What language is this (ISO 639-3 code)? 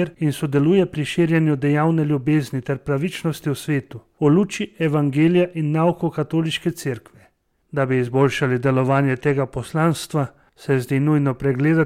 slv